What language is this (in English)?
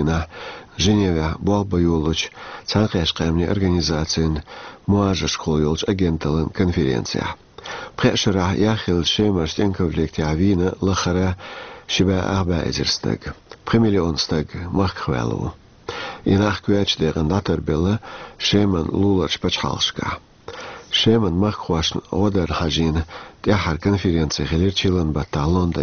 Chechen